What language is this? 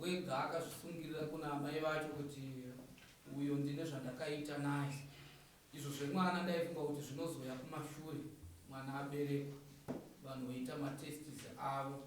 Shona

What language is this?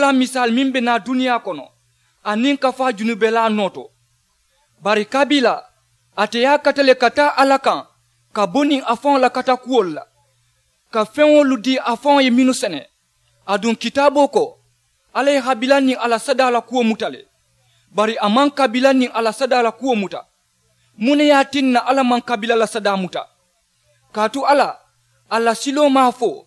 Mandingo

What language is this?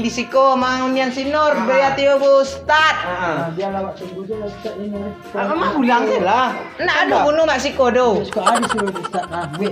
Minangkabau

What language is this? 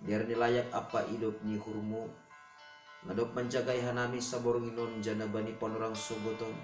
Batak Simalungun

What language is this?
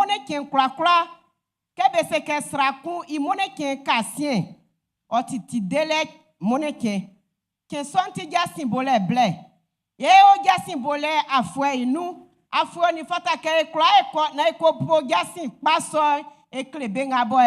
Baoulé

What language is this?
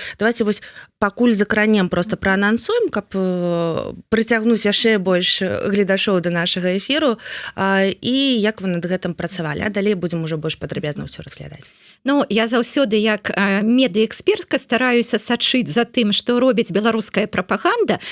Belarusian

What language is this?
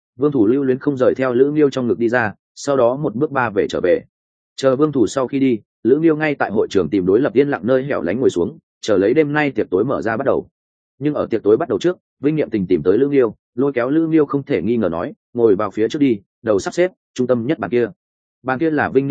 Vietnamese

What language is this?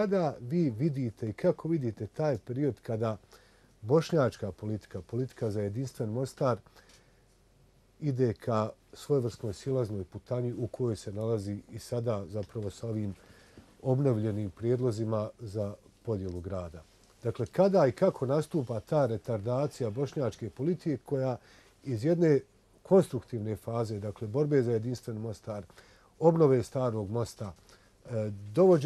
Bosnian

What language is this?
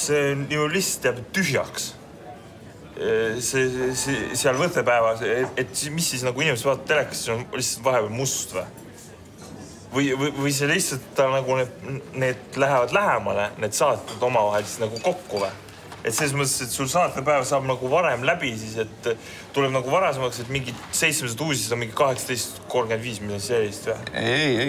Estonian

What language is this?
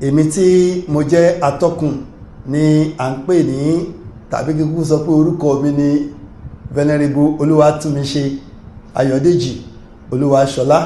Yoruba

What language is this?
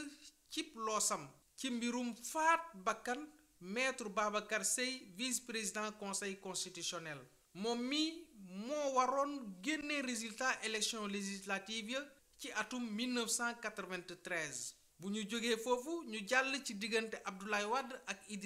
Wolof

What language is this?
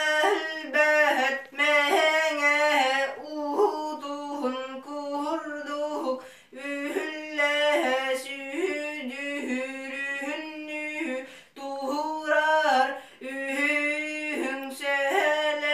Yakut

